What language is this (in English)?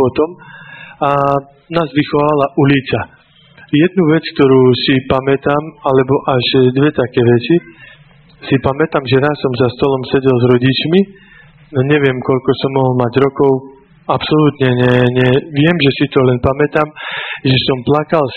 Slovak